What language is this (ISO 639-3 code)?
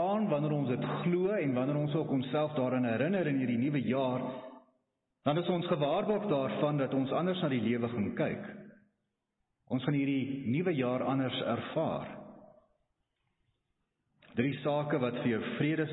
afr